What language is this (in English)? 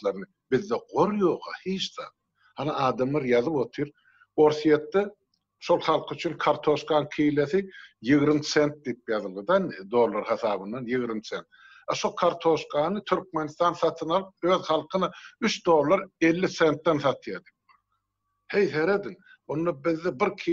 Turkmen